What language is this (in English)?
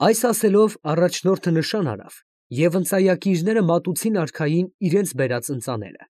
Armenian